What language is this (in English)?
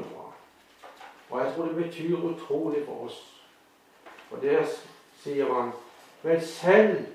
Norwegian